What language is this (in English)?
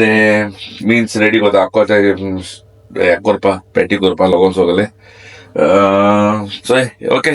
Konkani